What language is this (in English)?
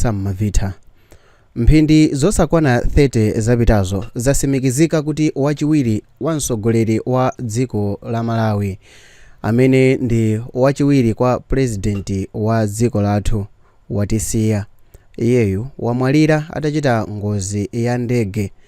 Nyanja